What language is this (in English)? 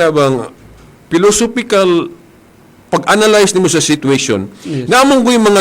Cebuano